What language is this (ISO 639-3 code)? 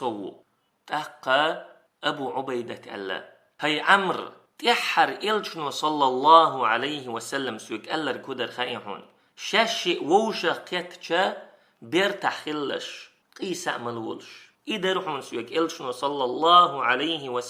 che